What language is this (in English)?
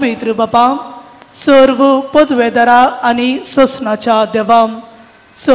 Konkani